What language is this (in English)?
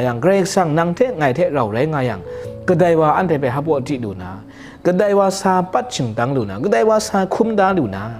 Kachin